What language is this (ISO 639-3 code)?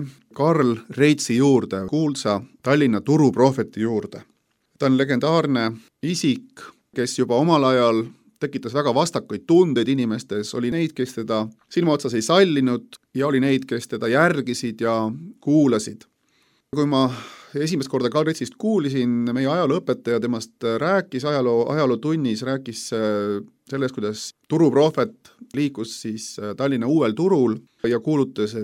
est